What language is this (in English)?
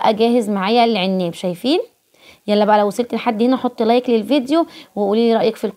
Egyptian Arabic